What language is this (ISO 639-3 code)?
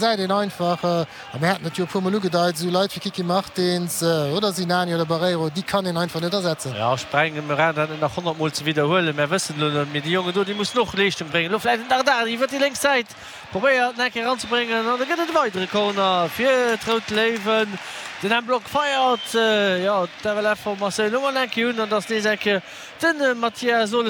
ltz